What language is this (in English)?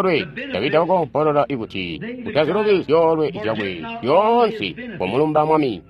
Tonga (Zambia)